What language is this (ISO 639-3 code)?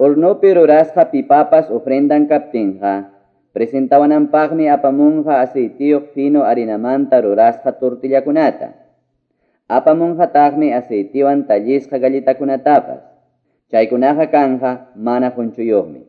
que